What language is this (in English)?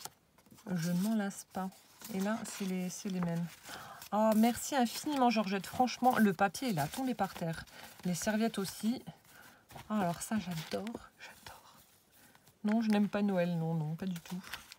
French